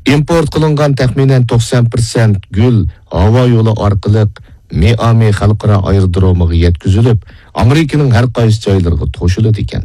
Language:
Uyghur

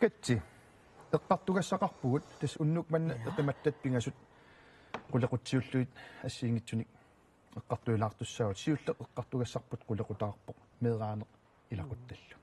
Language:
Kalaallisut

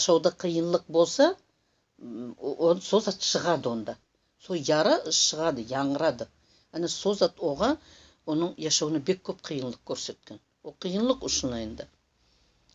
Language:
Nogai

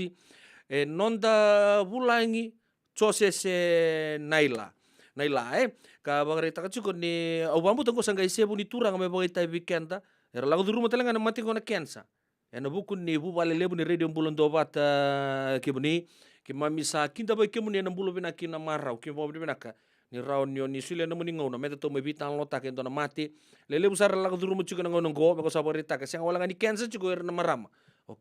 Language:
Fijian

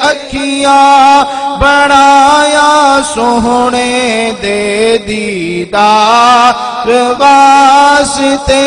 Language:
Saraiki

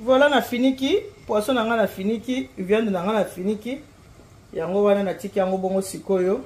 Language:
Lingala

